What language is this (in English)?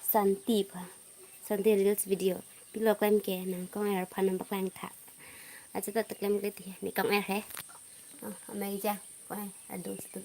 Karbi